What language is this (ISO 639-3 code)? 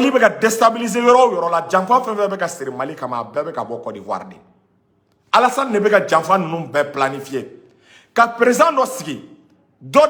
bam